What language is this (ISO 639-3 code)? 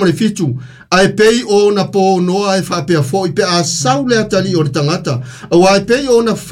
smo